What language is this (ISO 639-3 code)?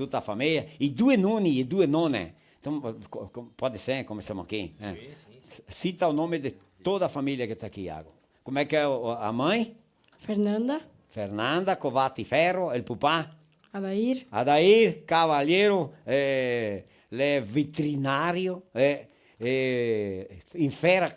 vec